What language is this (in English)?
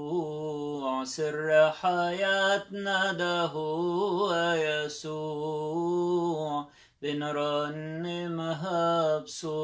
Egyptian Arabic